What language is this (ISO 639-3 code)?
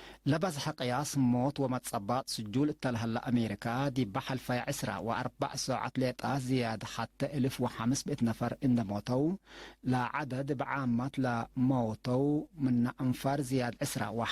tig